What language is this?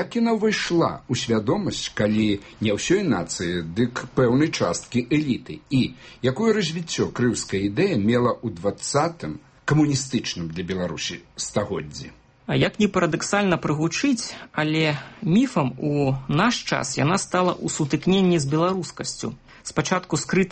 Belarusian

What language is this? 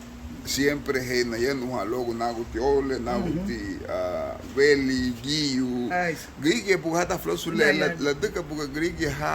Garifuna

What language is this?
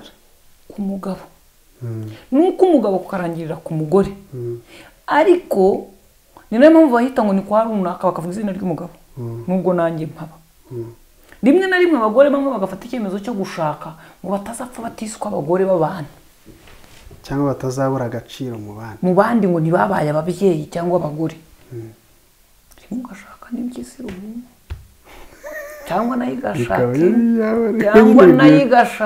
Kinyarwanda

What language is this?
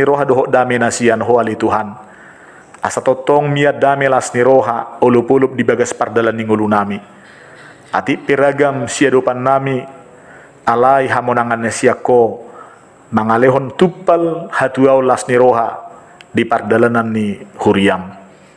Batak Toba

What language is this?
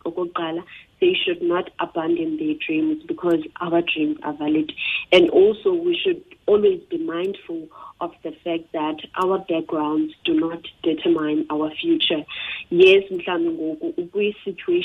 Xhosa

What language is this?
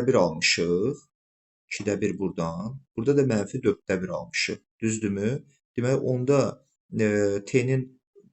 Azerbaijani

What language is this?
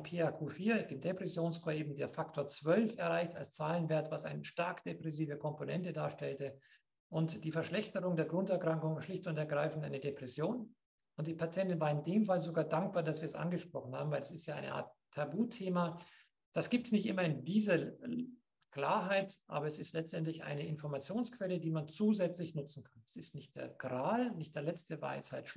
German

